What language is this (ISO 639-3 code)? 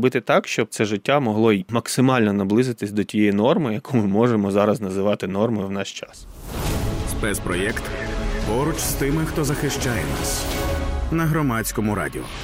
ukr